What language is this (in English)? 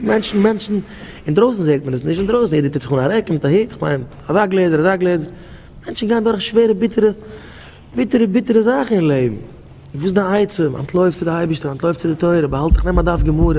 Yiddish